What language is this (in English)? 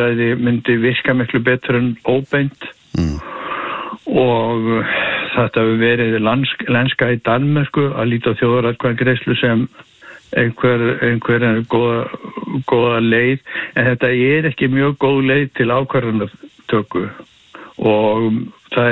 Icelandic